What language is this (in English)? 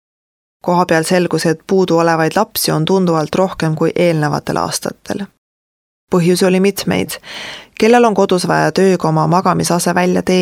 Estonian